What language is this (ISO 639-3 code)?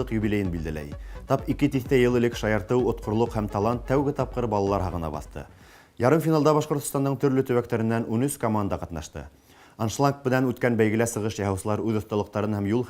bak